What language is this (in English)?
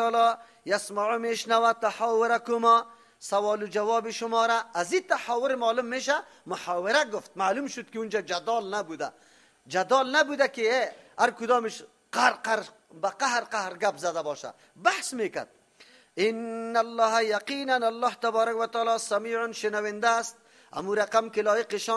Persian